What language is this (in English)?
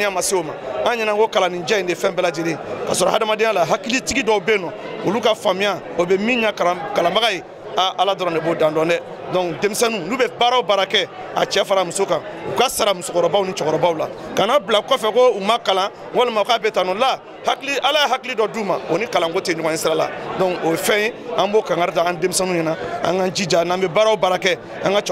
Bambara